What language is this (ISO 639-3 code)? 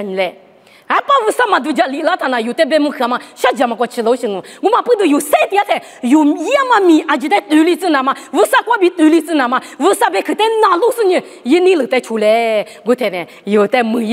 lis